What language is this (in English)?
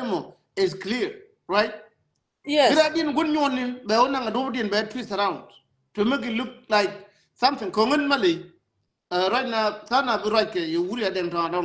Nuer